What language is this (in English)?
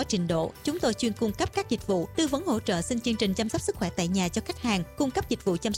Vietnamese